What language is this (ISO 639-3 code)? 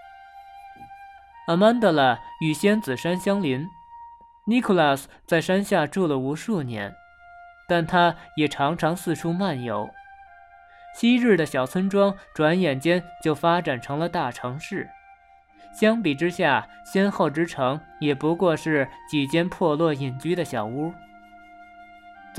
zho